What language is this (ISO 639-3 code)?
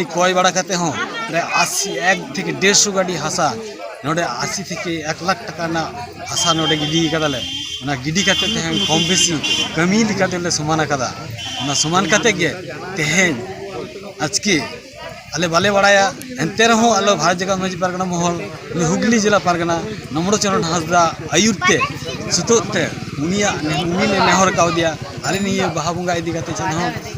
sat